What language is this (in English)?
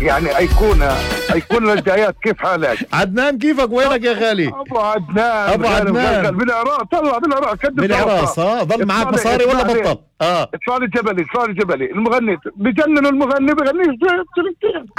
North Levantine Arabic